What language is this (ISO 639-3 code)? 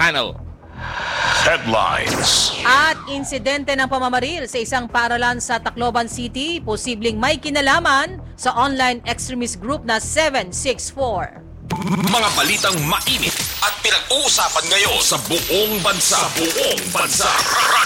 fil